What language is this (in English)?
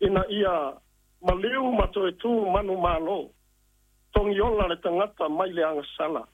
Samoan